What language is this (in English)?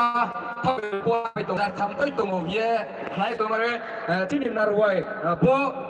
Riang (India)